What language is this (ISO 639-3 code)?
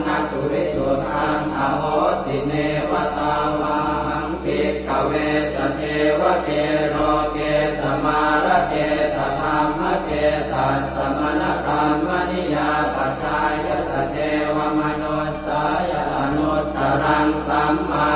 pli